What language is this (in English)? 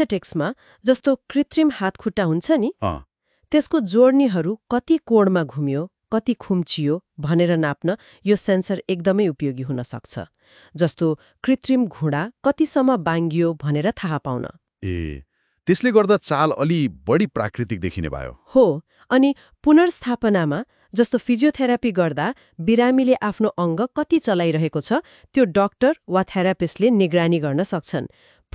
Nepali